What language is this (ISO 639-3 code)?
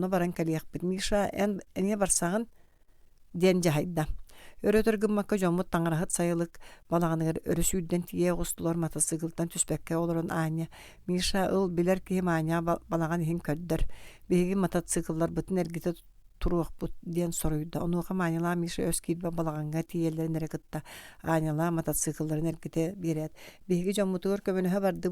sah